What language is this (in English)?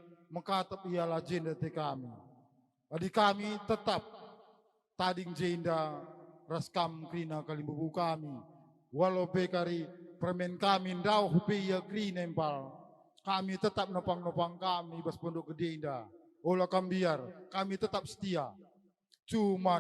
Batak Karo